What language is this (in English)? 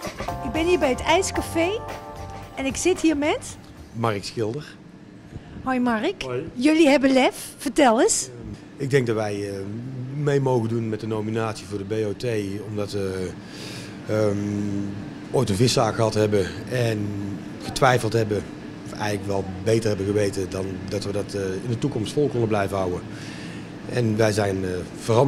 Dutch